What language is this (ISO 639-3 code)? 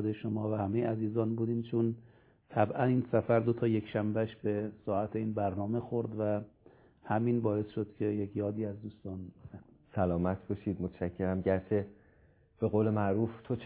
fas